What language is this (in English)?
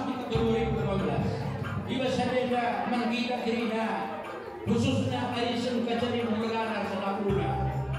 Batak Karo